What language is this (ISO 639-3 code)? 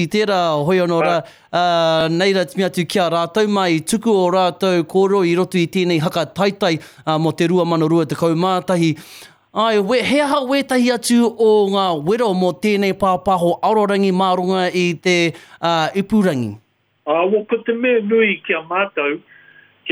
mri